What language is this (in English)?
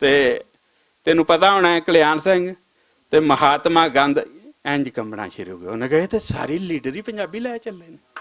Western Panjabi